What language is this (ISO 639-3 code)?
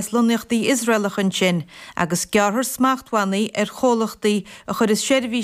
gle